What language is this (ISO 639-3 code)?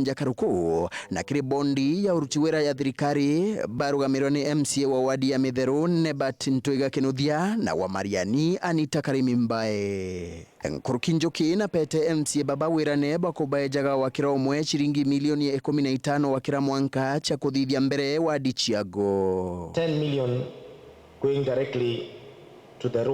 mer